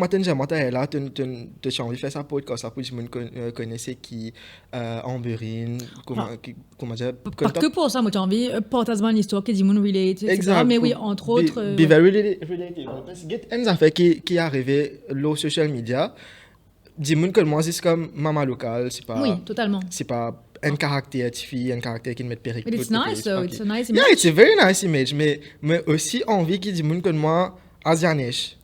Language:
Morisyen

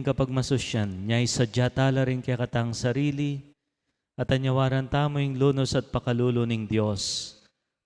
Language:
Pampanga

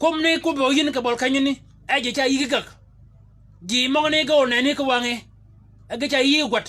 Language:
Shilluk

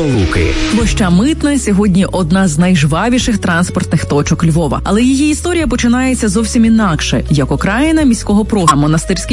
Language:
Ukrainian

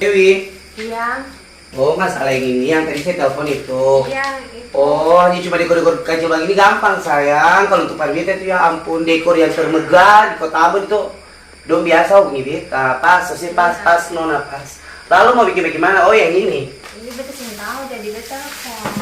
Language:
Ambonese Malay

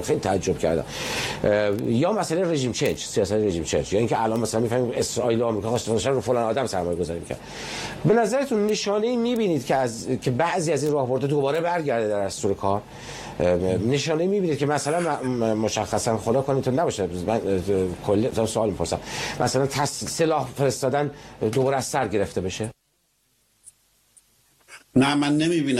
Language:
Persian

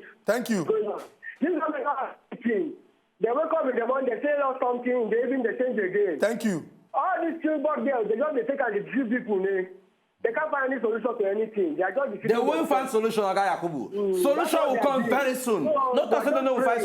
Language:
Nigerian Pidgin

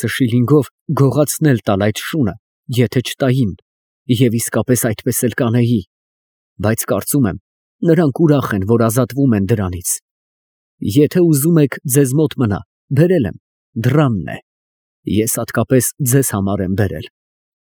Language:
Armenian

